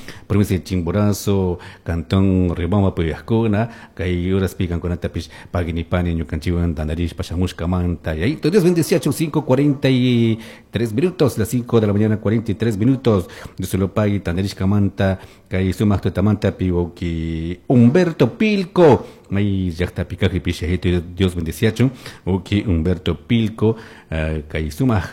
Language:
Chimborazo Highland Quichua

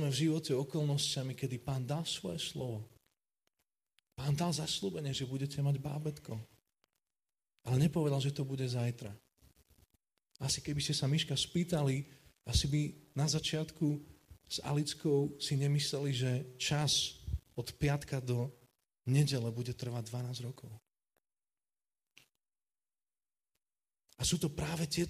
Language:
Slovak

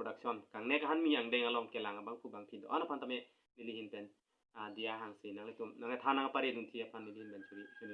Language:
Karbi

